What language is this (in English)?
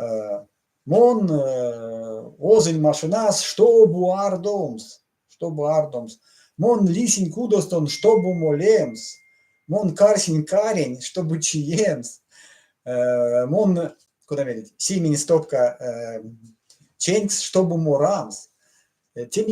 Erzya